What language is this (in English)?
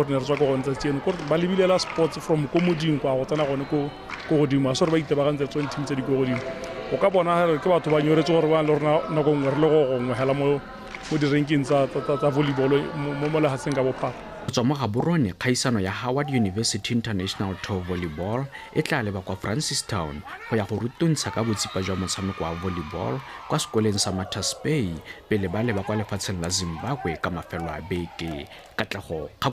Tswana